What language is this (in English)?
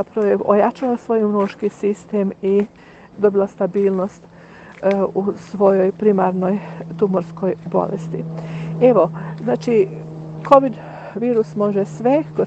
Croatian